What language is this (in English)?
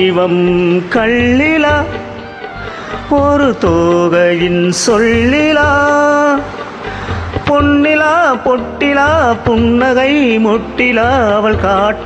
Tamil